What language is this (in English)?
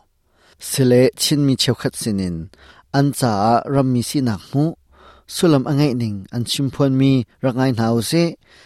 Hakha Chin